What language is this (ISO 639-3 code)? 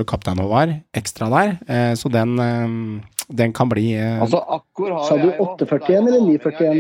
nor